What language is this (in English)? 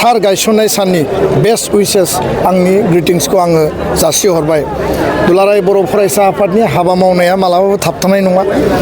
Bodo